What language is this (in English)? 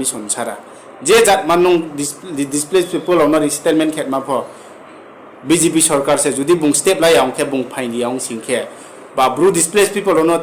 Riang (India)